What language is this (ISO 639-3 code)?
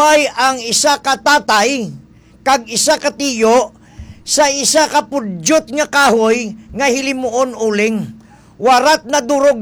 hil